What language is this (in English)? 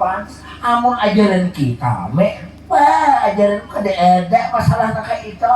Banjar